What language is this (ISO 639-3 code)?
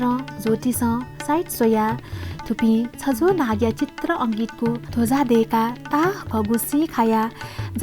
new